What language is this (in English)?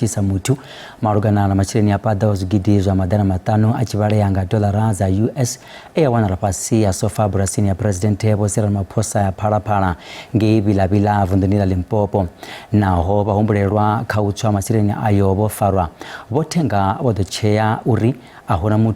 Venda